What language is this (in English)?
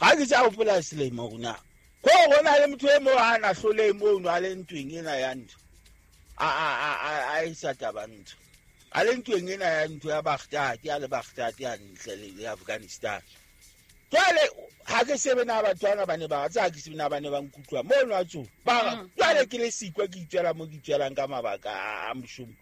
Southern Sotho